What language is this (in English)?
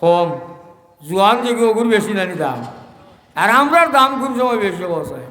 Sylheti